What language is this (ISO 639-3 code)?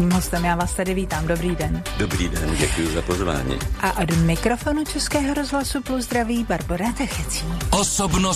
ces